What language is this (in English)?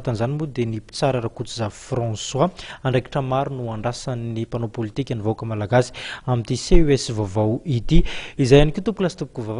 Malagasy